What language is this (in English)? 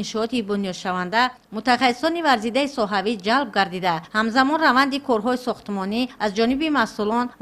Tajik